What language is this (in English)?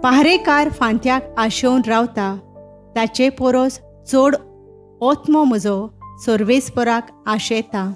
Konkani